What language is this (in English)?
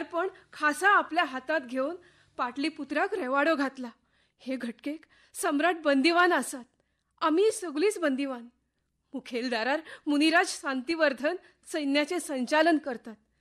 Konkani